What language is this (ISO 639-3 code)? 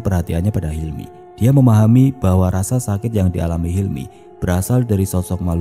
ind